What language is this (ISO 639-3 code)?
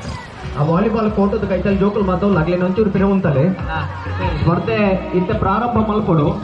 tcy